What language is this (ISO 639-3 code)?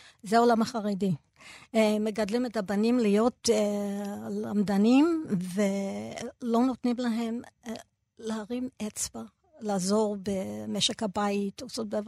heb